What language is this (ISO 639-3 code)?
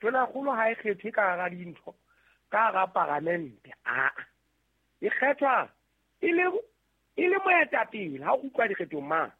sot